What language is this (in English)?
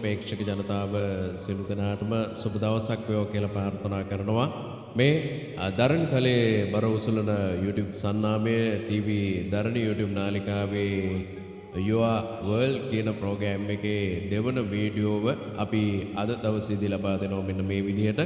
Sinhala